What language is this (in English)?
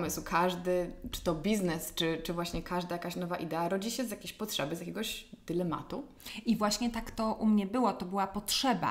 Polish